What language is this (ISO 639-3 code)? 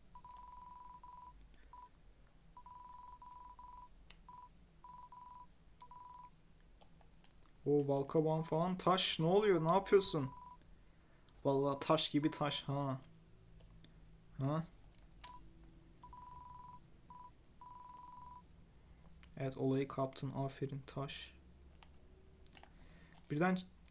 tur